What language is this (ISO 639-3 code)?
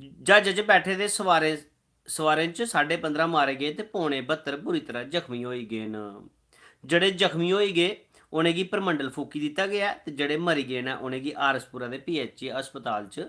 doi